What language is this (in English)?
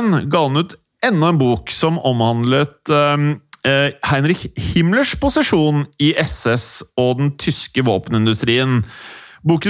Norwegian